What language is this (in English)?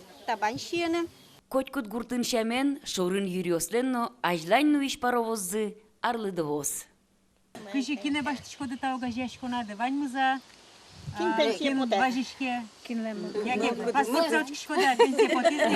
Udmurt